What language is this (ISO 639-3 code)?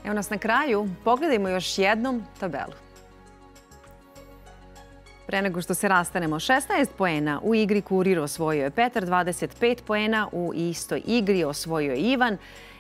srp